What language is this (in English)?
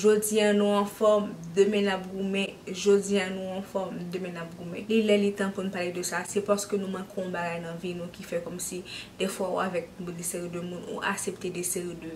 Haitian Creole